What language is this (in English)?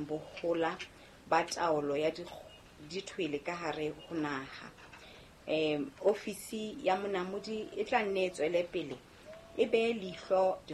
Southern Sotho